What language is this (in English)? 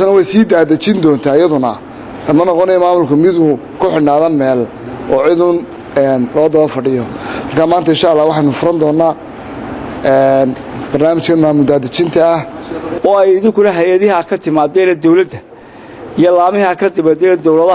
Somali